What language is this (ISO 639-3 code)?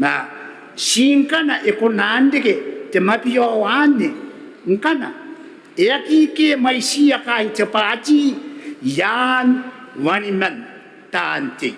gil